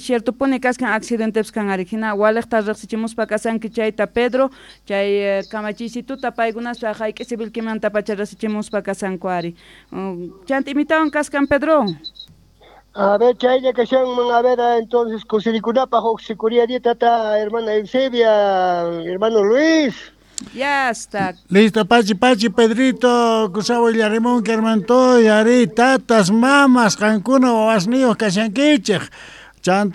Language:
South Bolivian Quechua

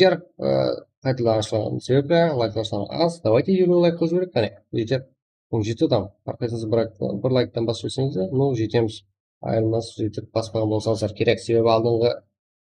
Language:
Kara-Kalpak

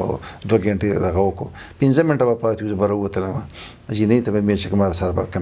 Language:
Pashto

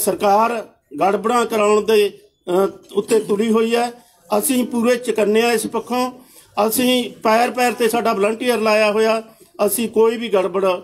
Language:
Punjabi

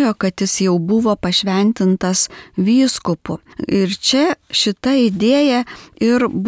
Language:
Lithuanian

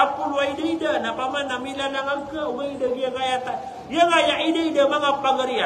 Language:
Maranao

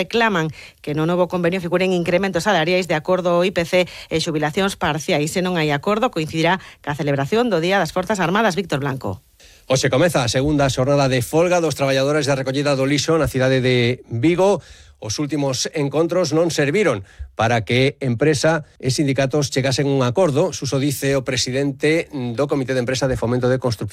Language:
Galician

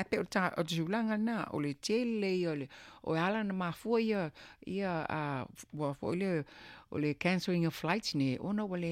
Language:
Samoan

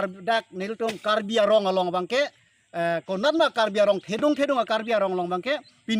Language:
Karbi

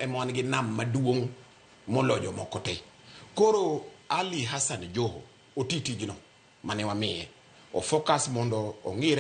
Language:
Luo (Kenya and Tanzania)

